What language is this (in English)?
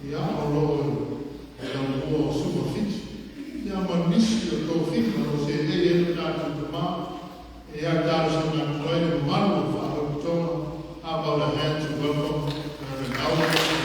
Samoan